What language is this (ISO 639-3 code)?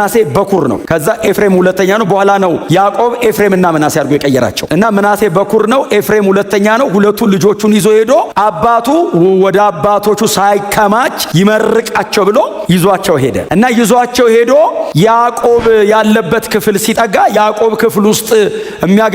amh